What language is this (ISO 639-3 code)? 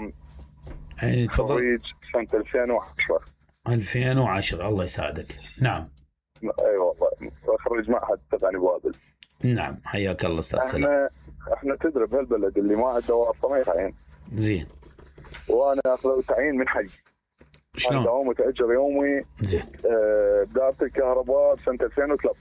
acm